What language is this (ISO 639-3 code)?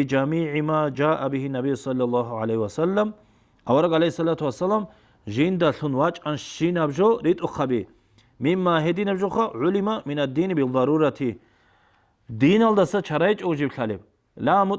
ava